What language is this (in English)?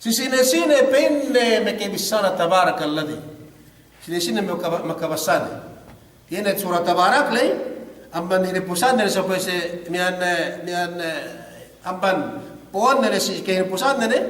Yakan